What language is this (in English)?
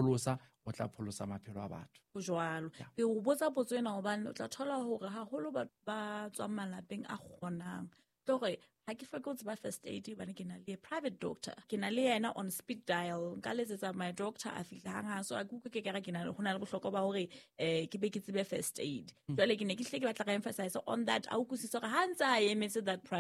Southern Sotho